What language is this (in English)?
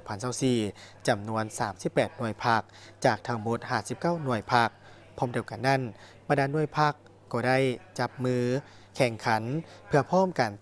Lao